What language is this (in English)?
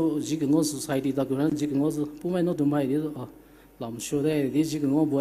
Poumei Naga